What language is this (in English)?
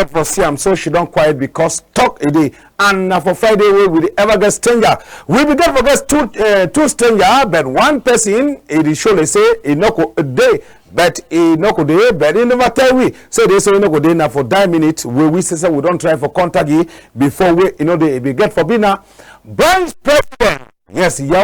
Cameroon Pidgin